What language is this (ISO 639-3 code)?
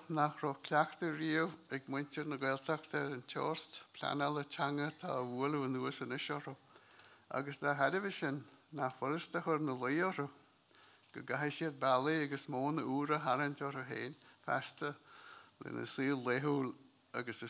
gle